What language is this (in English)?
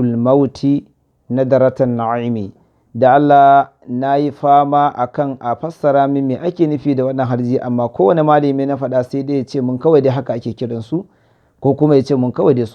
Hausa